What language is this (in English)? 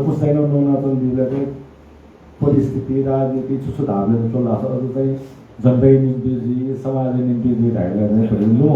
Newari